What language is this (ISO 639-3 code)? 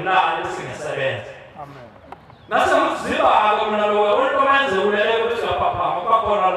zul